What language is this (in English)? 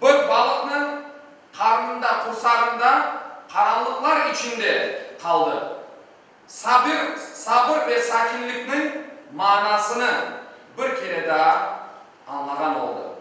Crimean Tatar